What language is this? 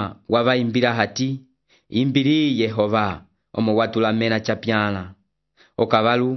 Umbundu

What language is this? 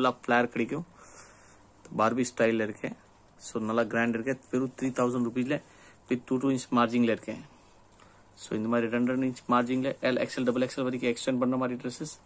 Tamil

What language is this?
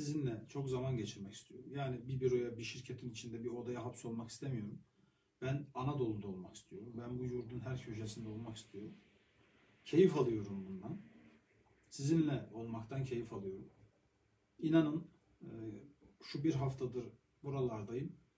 Turkish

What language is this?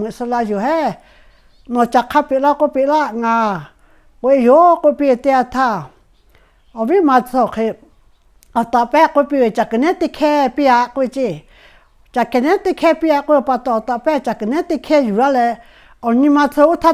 Lahu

